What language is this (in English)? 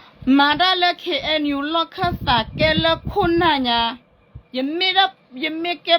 S'gaw Karen